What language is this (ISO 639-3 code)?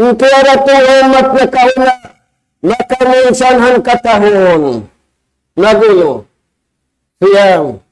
tsg